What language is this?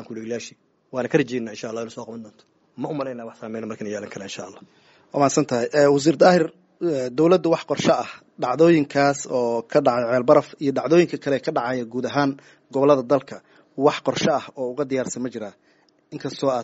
Somali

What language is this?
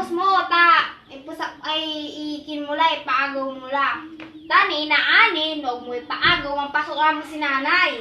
Pangasinan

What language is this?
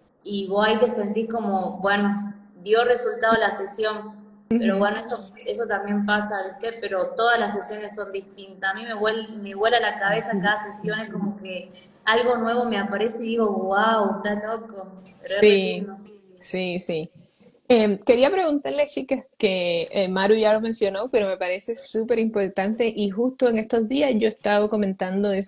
Spanish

